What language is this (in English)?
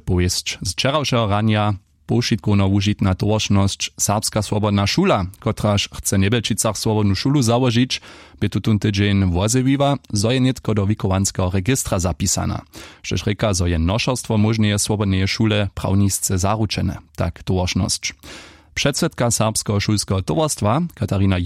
Upper Sorbian